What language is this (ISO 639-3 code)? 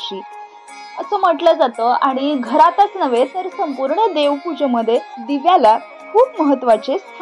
mar